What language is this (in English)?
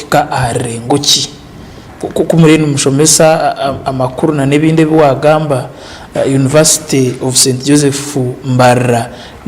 Nyankole